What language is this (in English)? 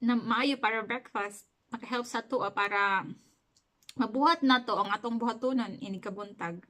Cebuano